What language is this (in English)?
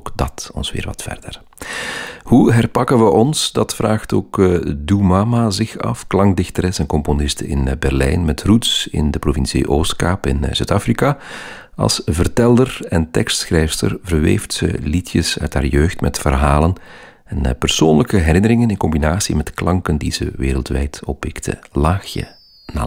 Dutch